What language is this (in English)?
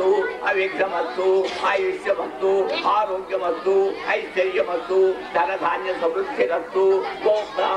Telugu